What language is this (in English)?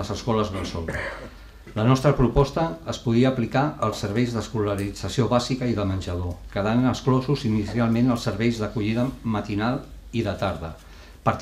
Catalan